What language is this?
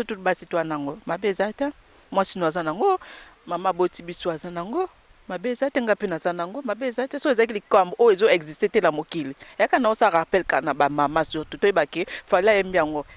Lingala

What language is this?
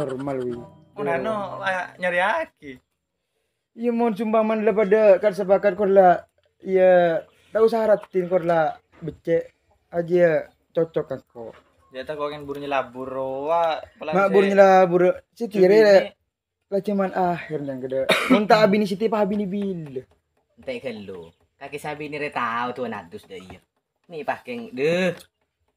Madurese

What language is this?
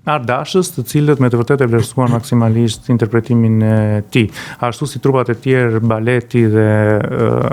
Albanian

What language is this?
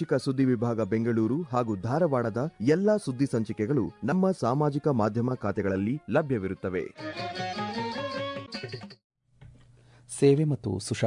Kannada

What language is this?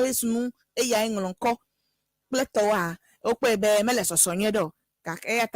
Ewe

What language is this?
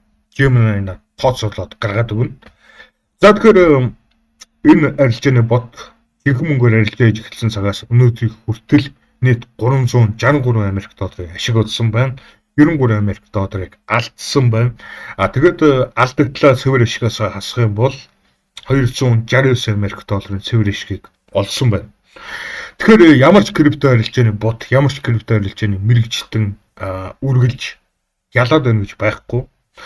Mongolian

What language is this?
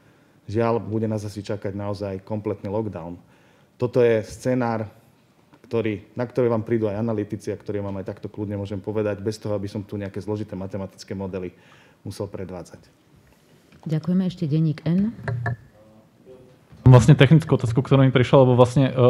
Slovak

